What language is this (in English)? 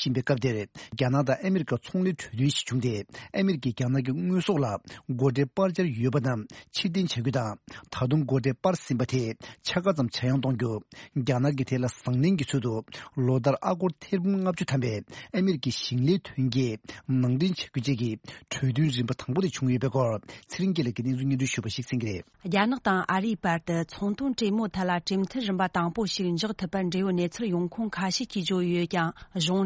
Tibetan